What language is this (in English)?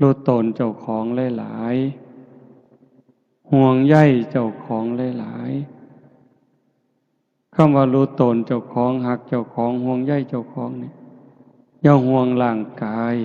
Northeastern Thai